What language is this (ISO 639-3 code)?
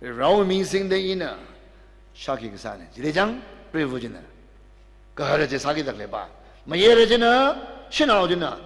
nmf